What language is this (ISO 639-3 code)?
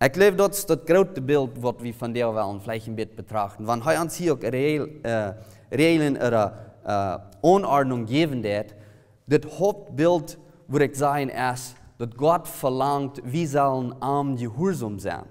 pdt